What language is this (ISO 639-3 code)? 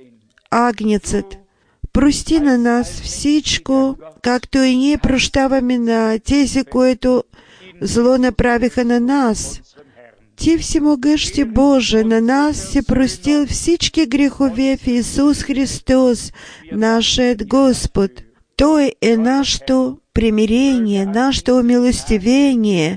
bul